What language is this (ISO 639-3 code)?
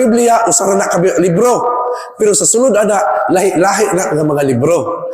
ceb